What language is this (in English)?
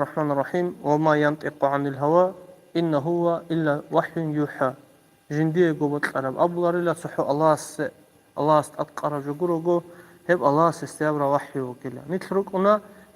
Avaric